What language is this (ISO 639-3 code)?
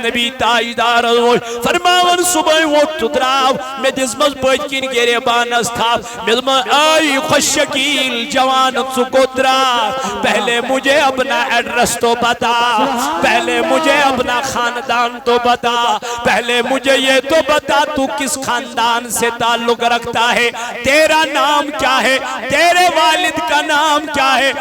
kas